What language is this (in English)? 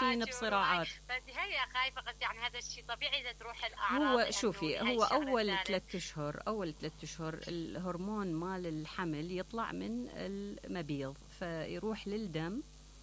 Mesopotamian Arabic